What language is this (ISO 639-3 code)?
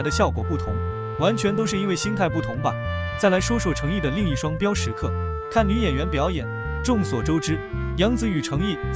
zho